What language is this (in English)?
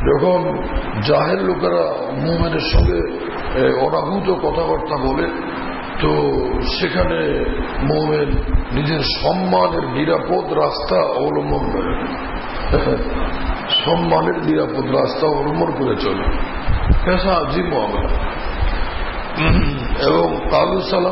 Bangla